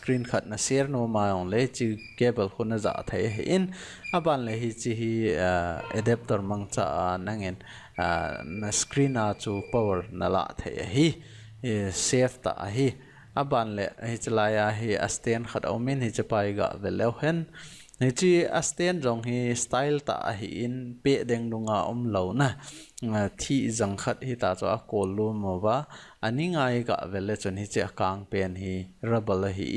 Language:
Thado Chin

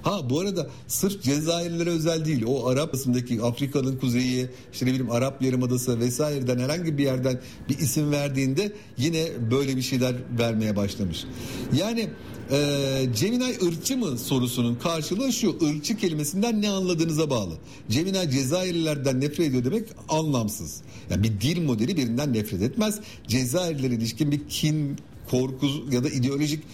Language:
Turkish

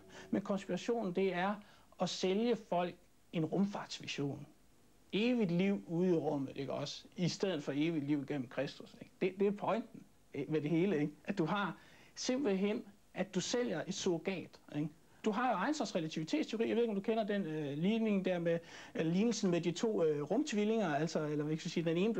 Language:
Danish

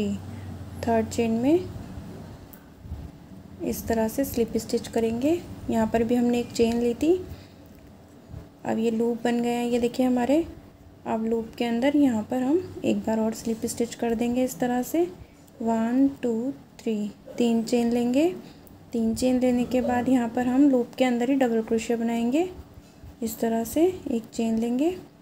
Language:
Hindi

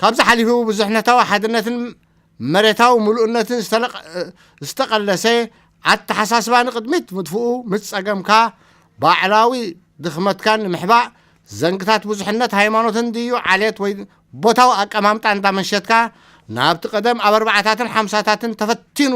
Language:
Tigrinya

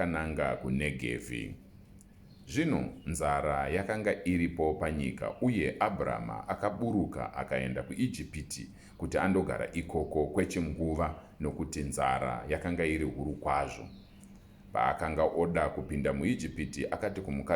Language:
Shona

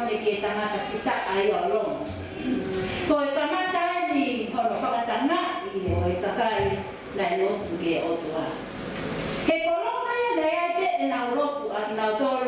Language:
Tongan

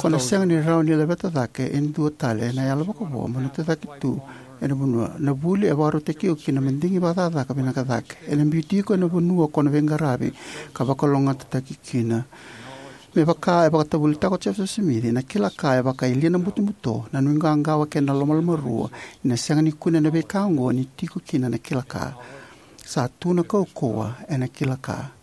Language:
Fijian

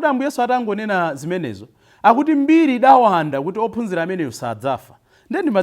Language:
Nyanja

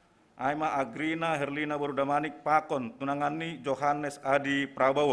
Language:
Batak Simalungun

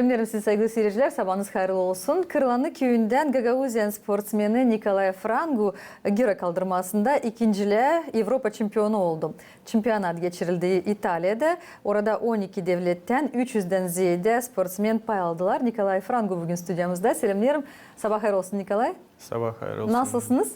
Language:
Gagauz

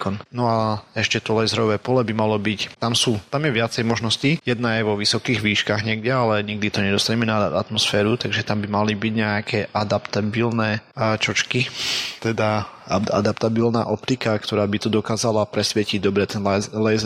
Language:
Slovak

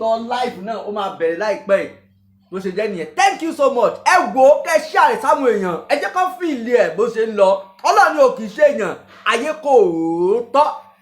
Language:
Yoruba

